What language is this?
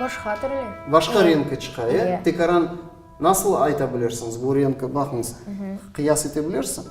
Crimean Tatar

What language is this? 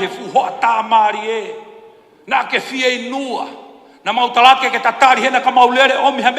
Tongan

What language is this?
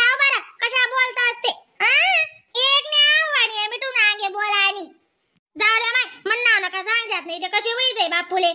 Khandesi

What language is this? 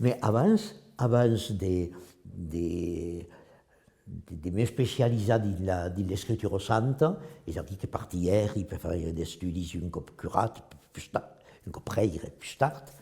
Occitan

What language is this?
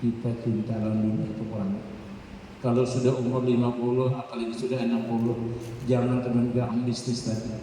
Banjar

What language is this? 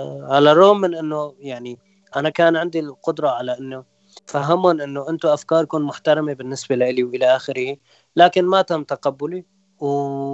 North Levantine Arabic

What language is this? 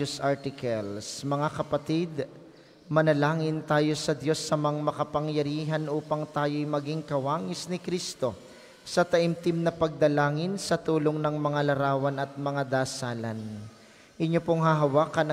Filipino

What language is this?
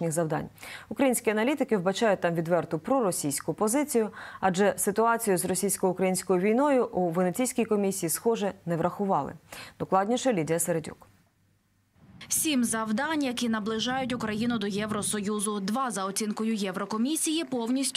Ukrainian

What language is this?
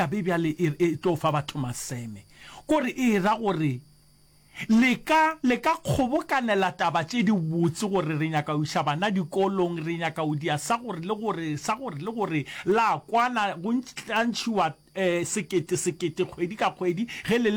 Northern Sotho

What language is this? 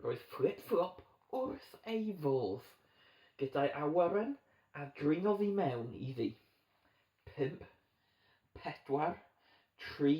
Welsh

